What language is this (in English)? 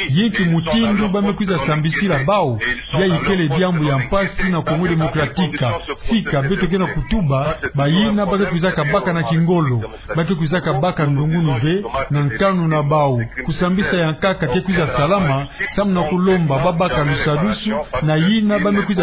Kituba (Democratic Republic of Congo)